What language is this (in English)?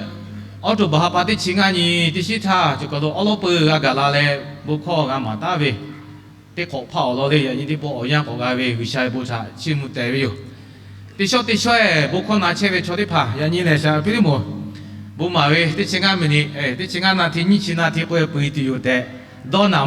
Lahu